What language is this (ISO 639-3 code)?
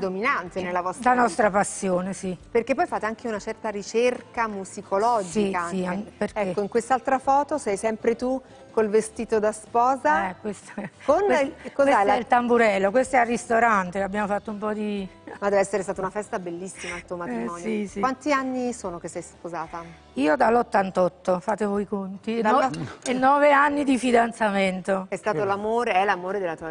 ita